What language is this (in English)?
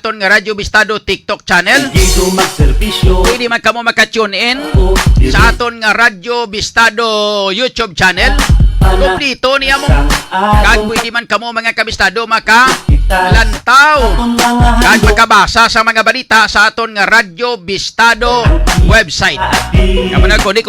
Hiligaynon